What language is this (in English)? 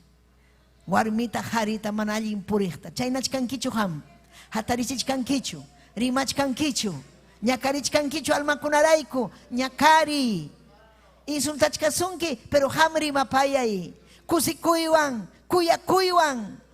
Ayacucho Quechua